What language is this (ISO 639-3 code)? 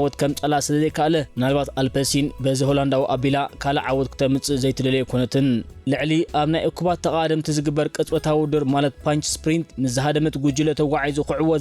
tir